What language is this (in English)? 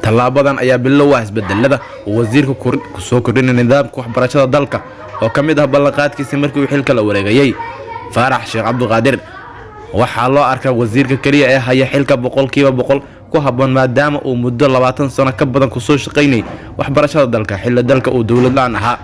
Somali